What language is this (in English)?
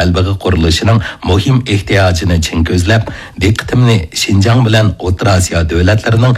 Uyghur